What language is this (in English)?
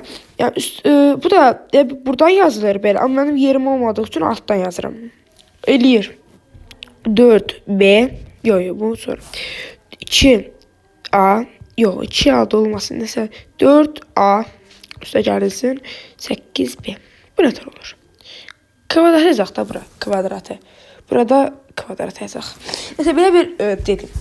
Azerbaijani